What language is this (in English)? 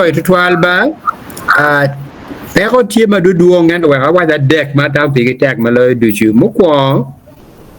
Acoli